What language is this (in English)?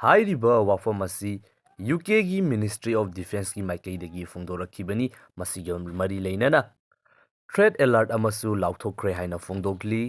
Manipuri